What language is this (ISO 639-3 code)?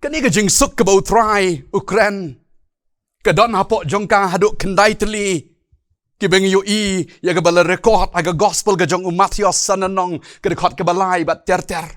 kha